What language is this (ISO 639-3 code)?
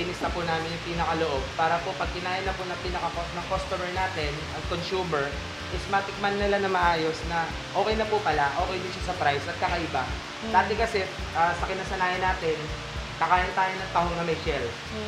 fil